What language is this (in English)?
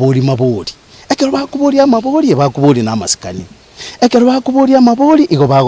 Gusii